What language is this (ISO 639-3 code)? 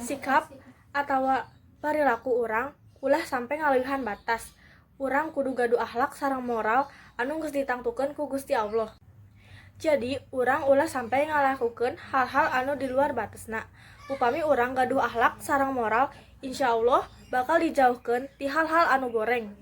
sun